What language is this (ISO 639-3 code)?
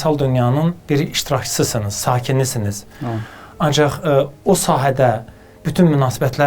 aze